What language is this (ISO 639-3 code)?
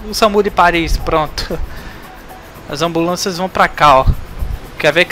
por